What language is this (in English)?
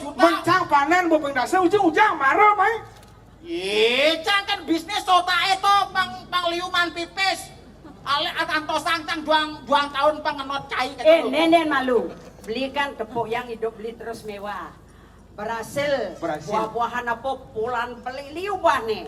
Balinese